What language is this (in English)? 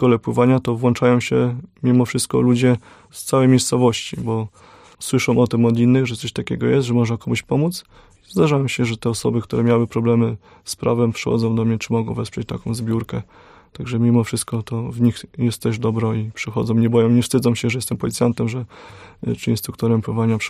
Polish